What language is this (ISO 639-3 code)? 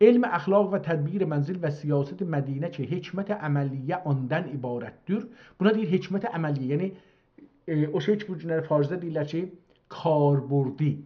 azb